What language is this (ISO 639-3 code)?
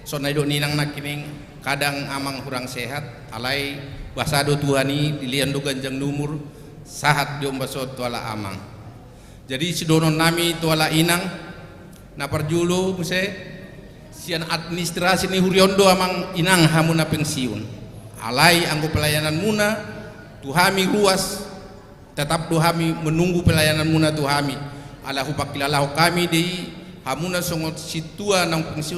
bbc